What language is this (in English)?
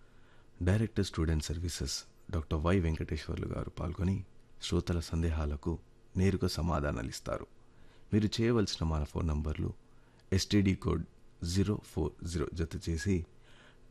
Telugu